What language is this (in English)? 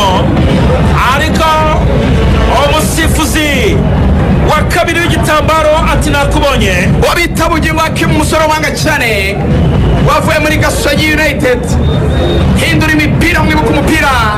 Kinyarwanda